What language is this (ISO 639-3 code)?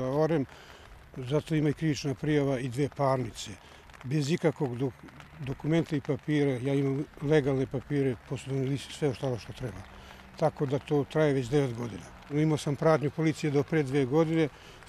srp